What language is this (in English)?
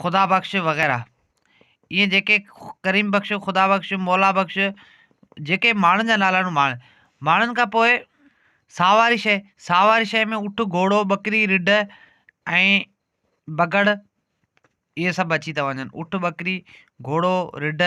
Sindhi